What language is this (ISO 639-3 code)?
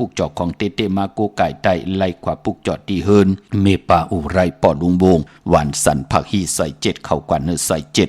shn